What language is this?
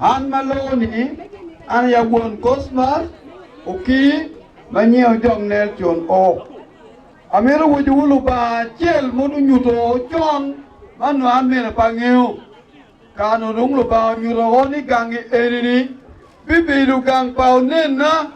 Acoli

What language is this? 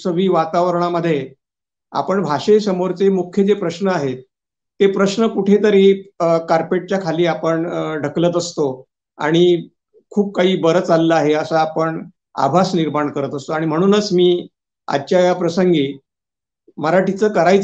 Marathi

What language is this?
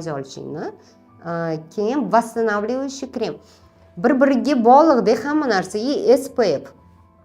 Uzbek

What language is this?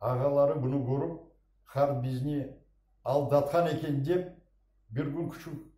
Crimean Tatar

